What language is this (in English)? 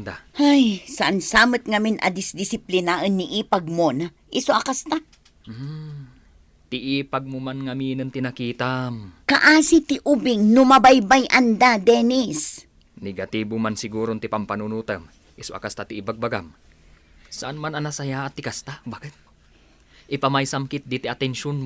Iloko